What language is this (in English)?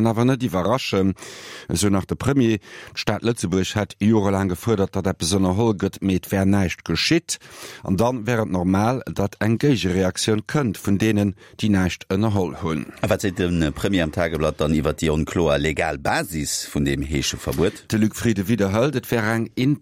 Luxembourgish